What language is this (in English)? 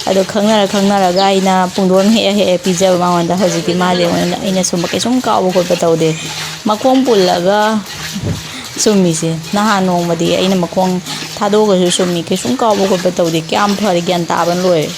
Manipuri